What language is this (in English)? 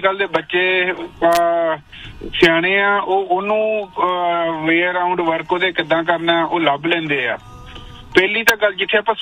Punjabi